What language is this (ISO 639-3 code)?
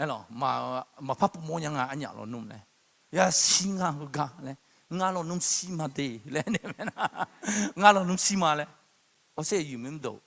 ahk